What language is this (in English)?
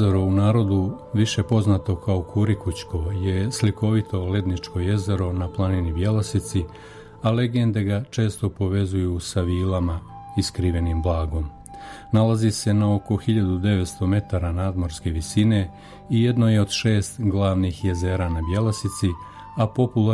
Serbian